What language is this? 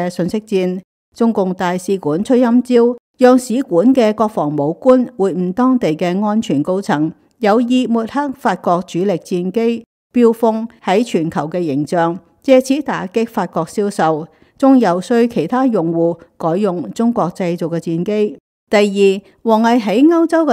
Cantonese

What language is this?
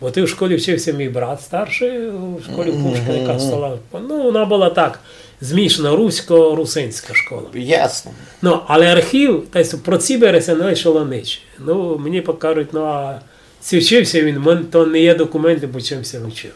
Rusyn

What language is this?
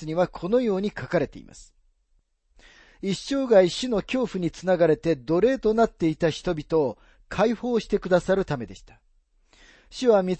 Japanese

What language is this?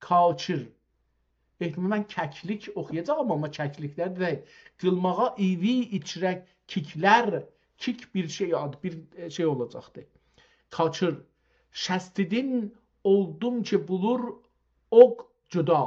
South Azerbaijani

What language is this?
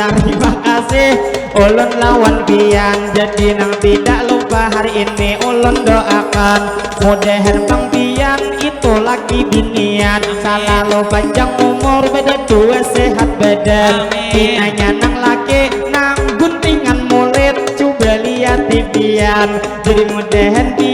Banjar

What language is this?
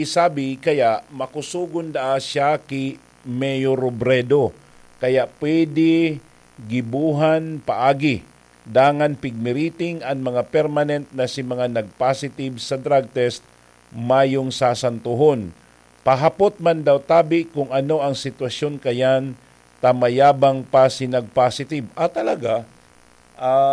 Bikol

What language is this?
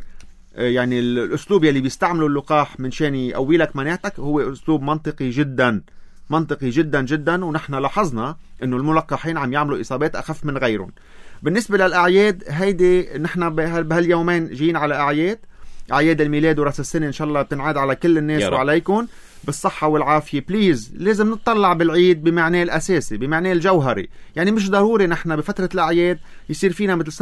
North Levantine Arabic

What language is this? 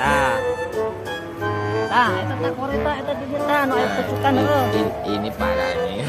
Sundanese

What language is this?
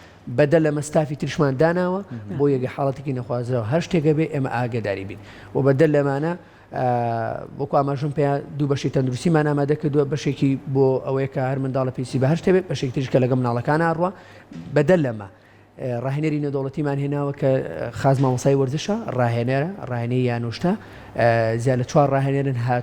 Central Kurdish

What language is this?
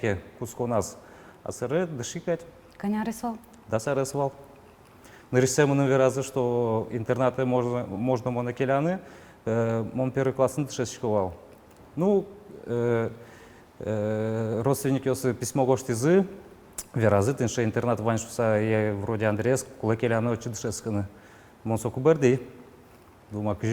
Udmurt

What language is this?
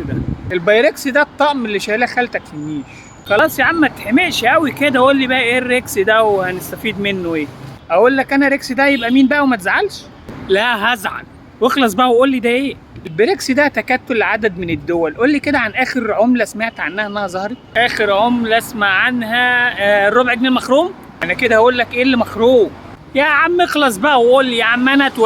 Egyptian Arabic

